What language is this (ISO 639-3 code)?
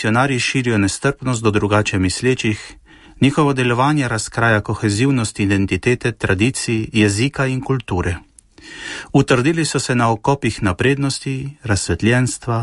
slv